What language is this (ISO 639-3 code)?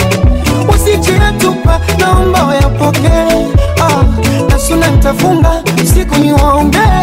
swa